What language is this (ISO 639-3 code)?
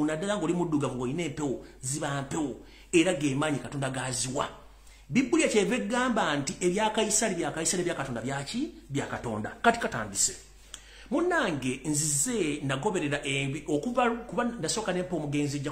lug